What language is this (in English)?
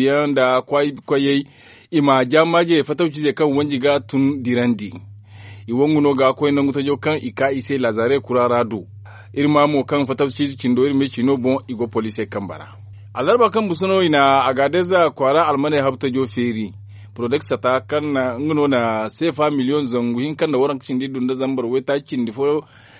Zarma